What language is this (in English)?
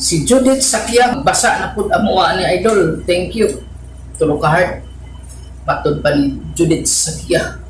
Cebuano